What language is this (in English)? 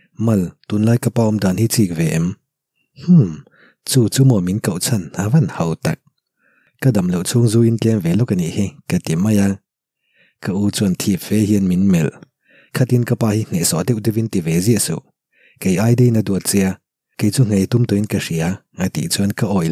Mizo